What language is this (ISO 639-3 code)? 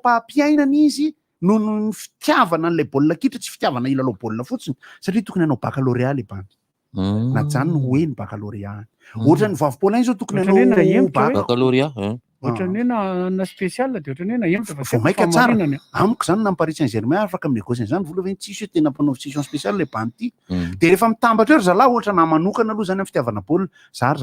mlg